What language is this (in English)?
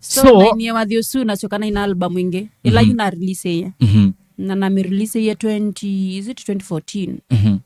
Kamba